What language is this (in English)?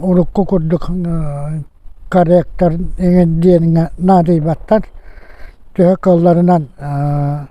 Yakut